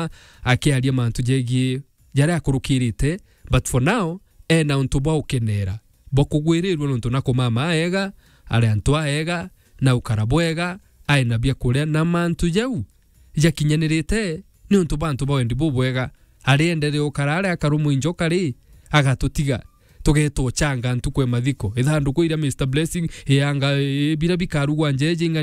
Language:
Meru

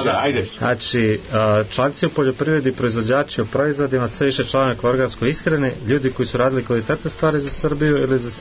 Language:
Serbian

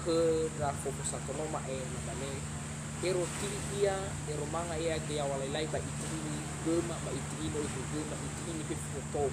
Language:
Nias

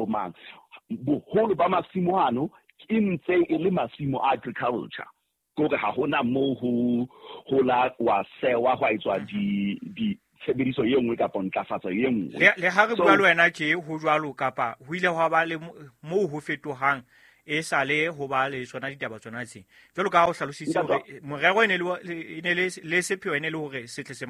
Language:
Southern Sotho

